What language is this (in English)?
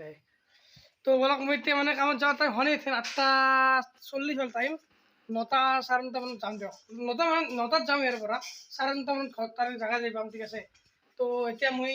Assamese